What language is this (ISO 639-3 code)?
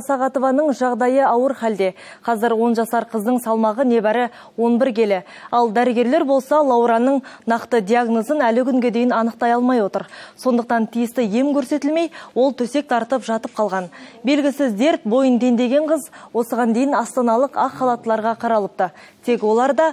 kaz